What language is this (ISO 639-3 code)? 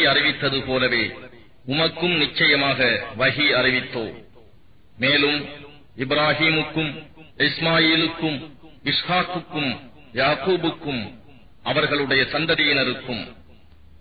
tam